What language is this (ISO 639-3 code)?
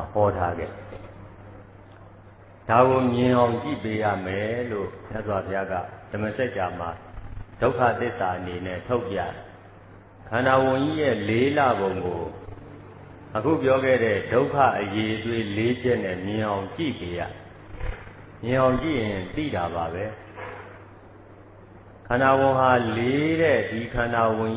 mya